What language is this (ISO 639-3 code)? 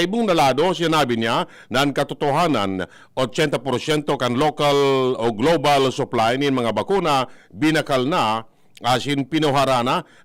bik